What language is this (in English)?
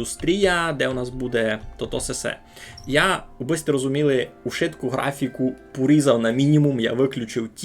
Rusyn